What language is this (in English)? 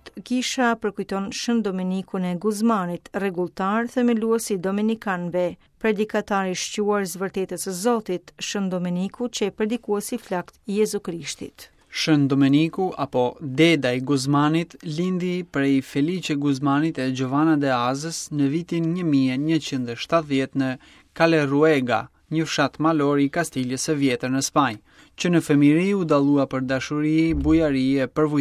Albanian